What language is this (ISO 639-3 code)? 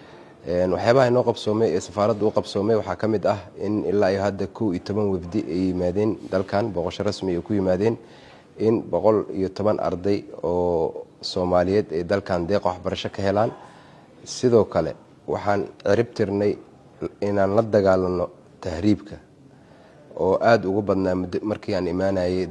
som